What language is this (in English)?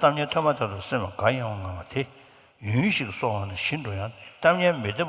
Tibetan